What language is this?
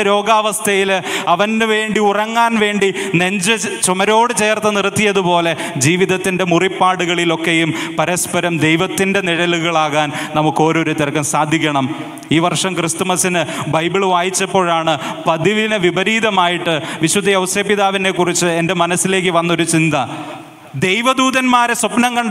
Malayalam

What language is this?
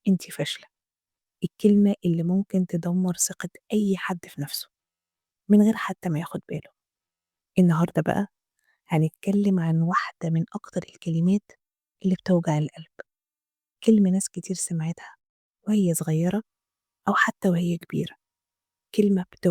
Egyptian Arabic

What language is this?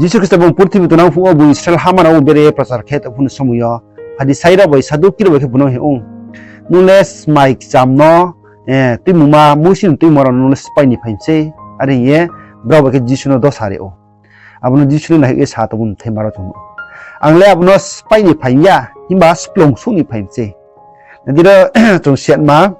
Riang (India)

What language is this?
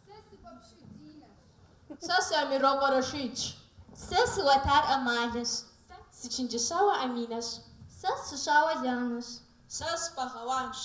Kabardian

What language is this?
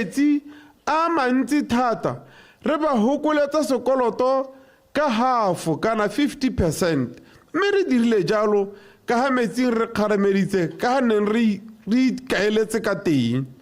Tswana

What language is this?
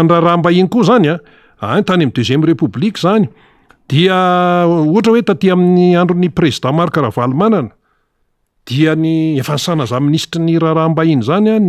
Malagasy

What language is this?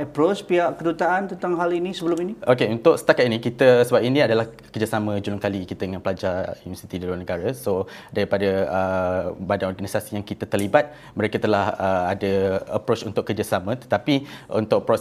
Malay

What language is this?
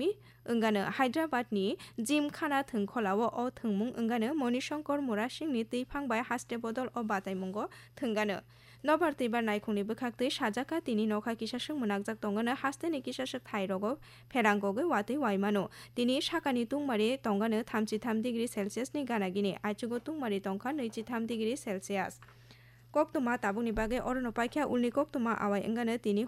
Kok Borok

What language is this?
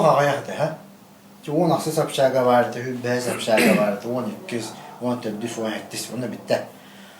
Yakut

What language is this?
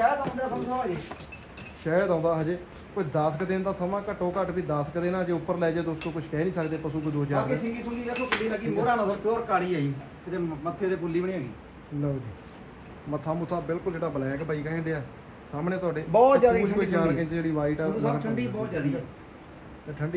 Punjabi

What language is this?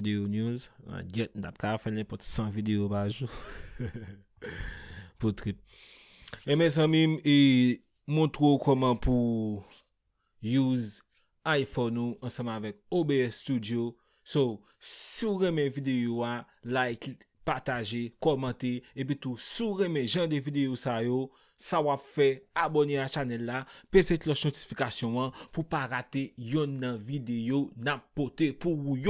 Haitian Creole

